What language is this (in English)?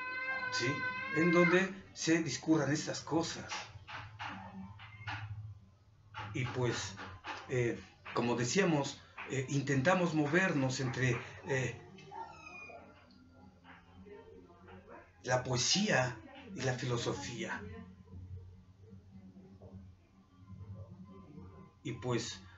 Spanish